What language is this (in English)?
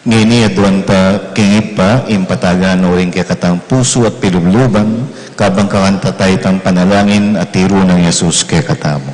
Pampanga